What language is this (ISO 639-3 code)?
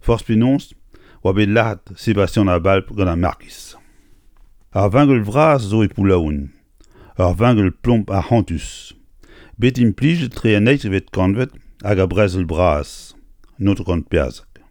bre